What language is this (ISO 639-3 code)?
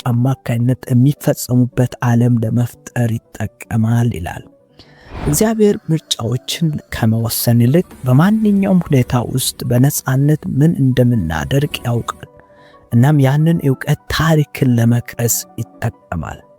amh